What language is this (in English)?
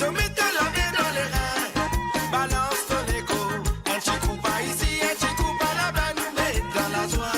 Morisyen